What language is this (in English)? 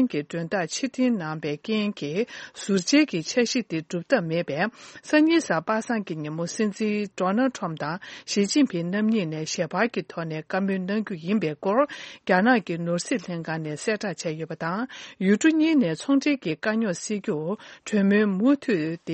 Tibetan